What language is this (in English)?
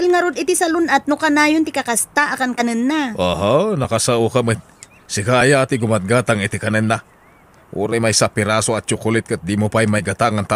Iloko